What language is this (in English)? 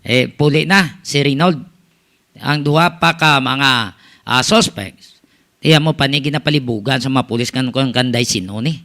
Hiligaynon